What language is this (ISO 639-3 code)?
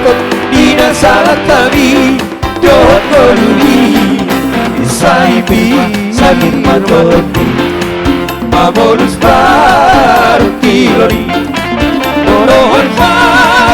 bbc